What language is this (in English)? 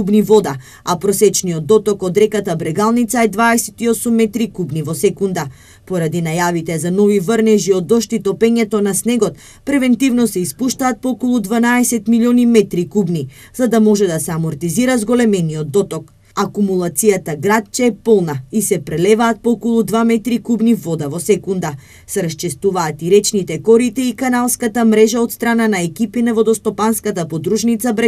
Macedonian